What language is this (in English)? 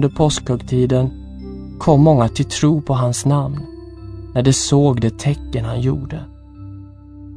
Swedish